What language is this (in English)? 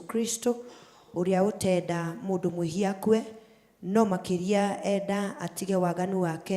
Kikuyu